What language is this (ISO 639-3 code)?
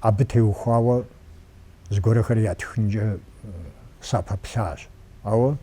kbd